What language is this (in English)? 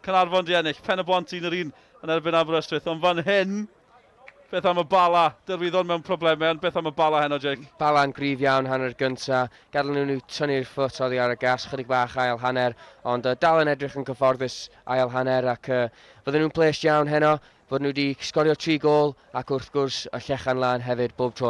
Welsh